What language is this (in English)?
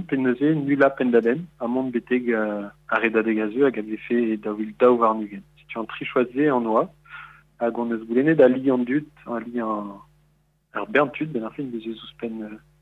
Breton